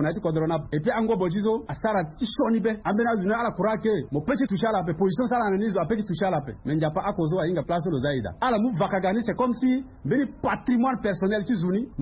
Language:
Sango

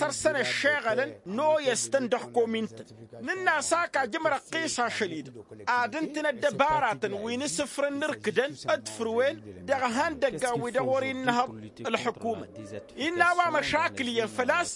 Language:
Tamasheq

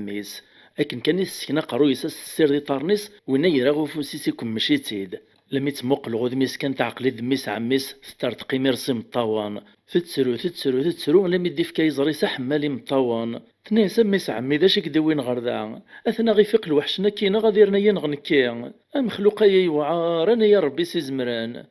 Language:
Kabyle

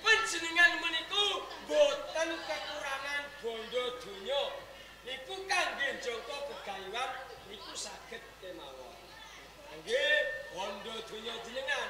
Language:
Javanese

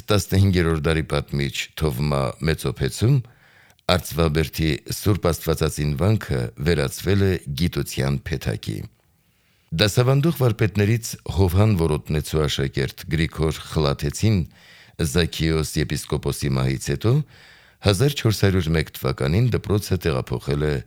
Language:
Armenian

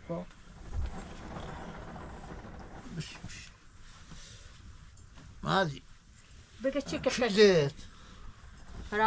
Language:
Persian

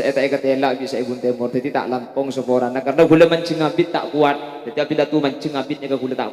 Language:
Madurese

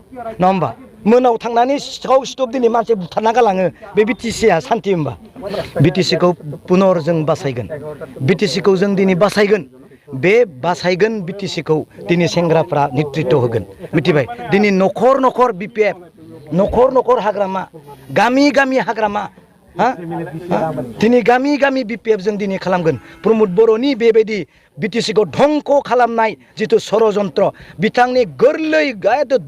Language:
Bodo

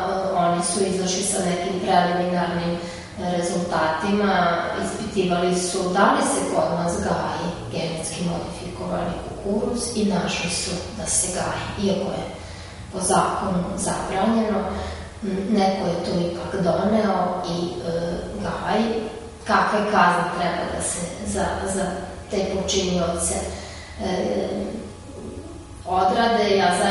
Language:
Serbian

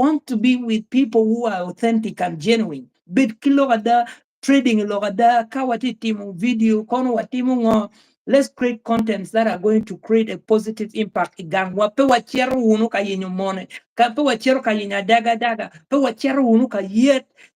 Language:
Acoli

